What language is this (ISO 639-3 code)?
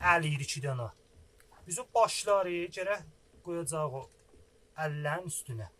azb